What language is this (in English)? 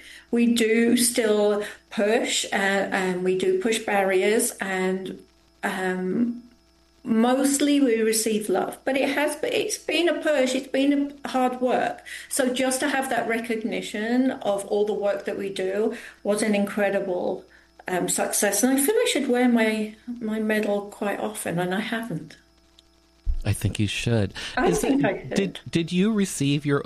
English